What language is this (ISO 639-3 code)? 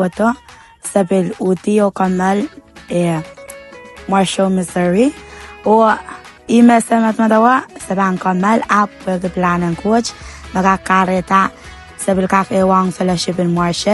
pon